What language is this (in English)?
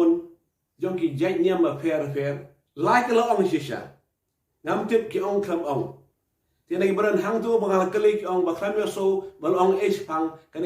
Khasi